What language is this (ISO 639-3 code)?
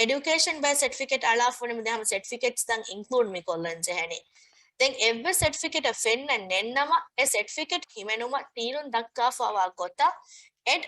div